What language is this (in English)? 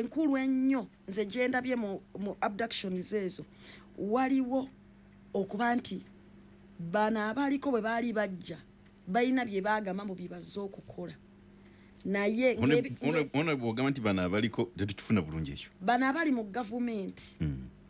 Ganda